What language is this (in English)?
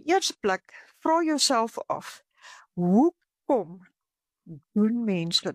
Afrikaans